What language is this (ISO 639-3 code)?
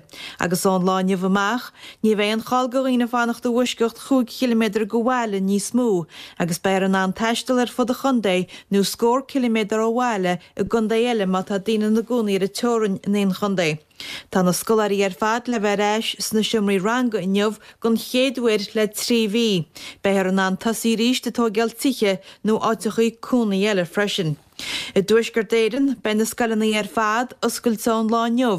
gle